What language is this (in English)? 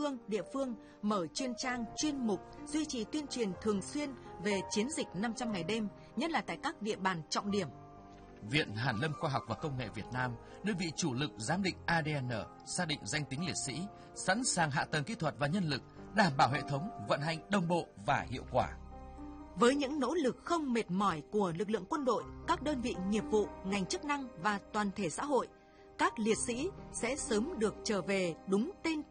Vietnamese